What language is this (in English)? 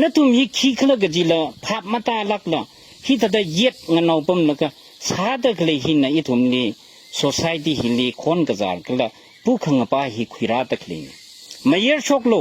Tangkhul Naga (India)